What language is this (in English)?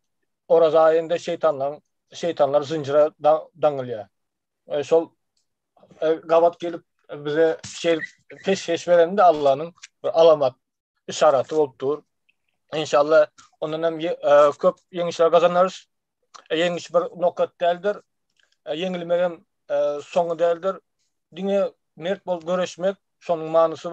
Turkmen